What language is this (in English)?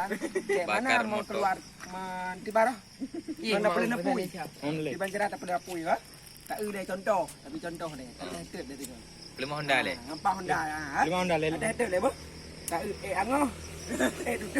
Achinese